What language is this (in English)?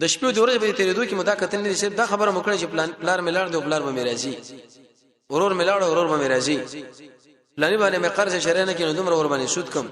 Pashto